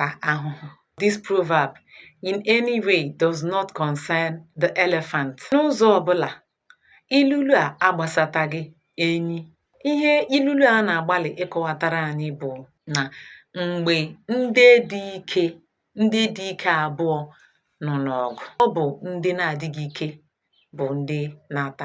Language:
Igbo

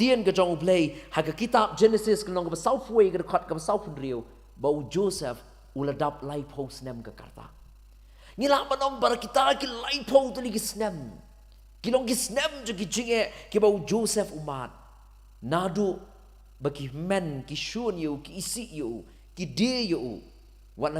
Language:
Khasi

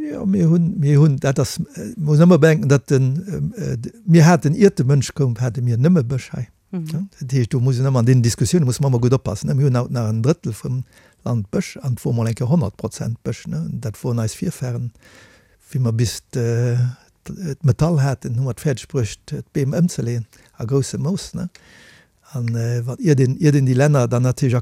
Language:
Luxembourgish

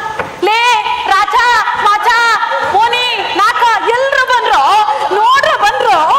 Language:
Kannada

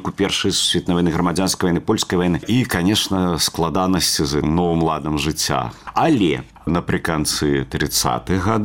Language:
Belarusian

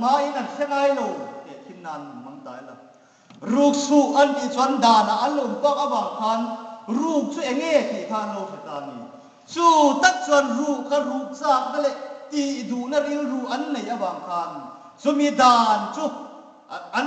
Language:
Hmar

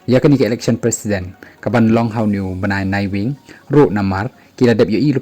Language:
Khasi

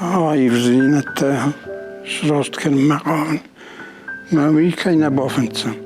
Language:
Ossetic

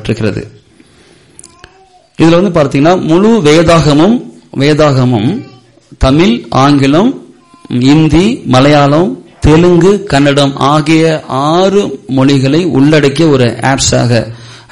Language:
Tamil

